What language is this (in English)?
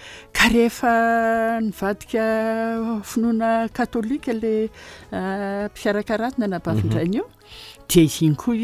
Malagasy